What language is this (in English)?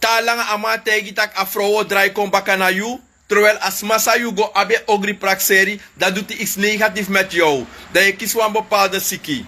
Sranan Tongo